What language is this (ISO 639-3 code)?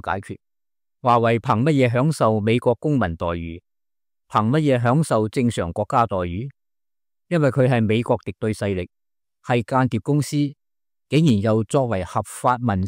yue